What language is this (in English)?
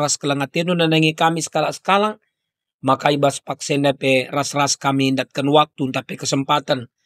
Batak Karo